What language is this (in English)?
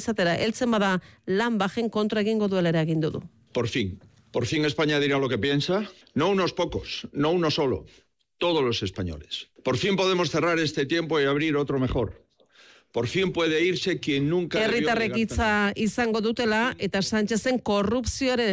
Basque